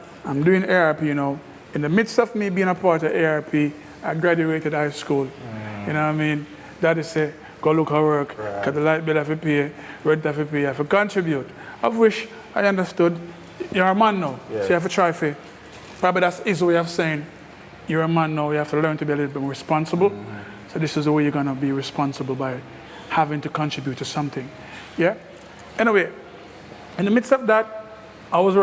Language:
Jamaican Creole English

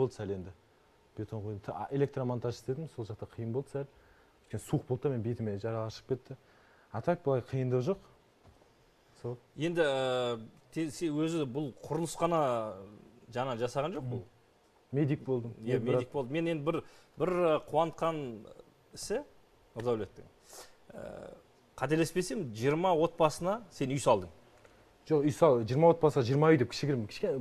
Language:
Kazakh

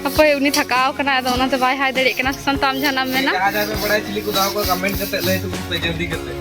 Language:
Santali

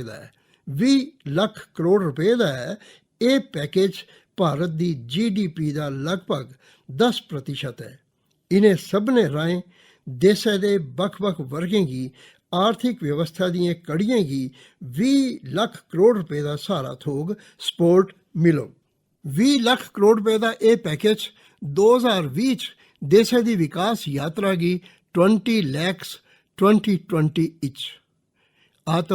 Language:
Dogri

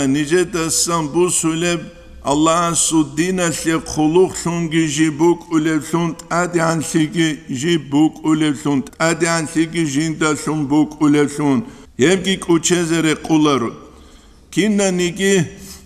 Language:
Avaric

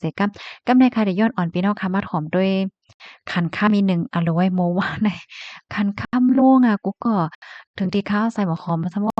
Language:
Shan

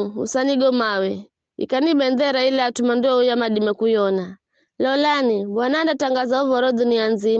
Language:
Giryama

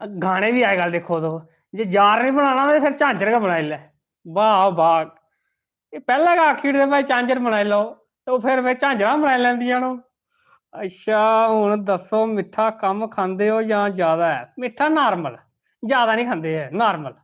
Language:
Dogri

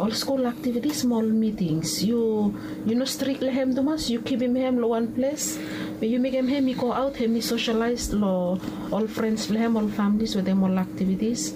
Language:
Bislama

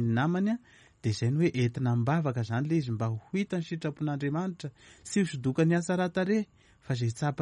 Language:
Malagasy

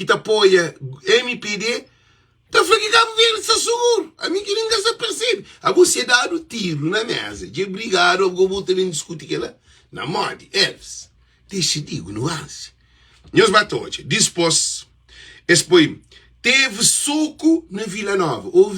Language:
Kabuverdianu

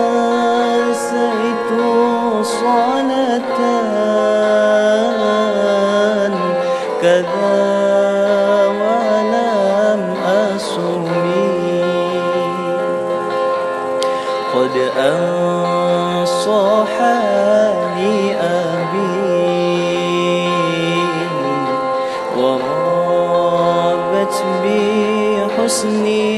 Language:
Indonesian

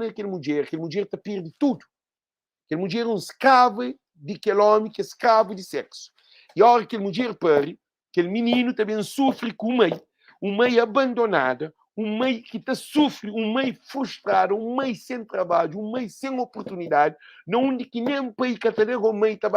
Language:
Kabuverdianu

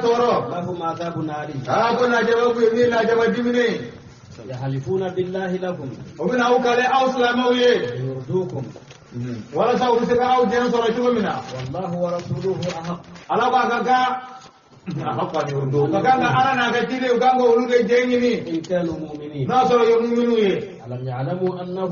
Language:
Bambara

